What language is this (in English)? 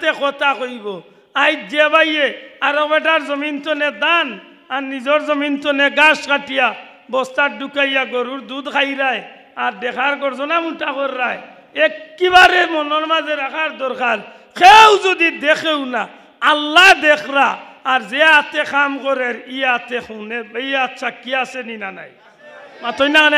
Sylheti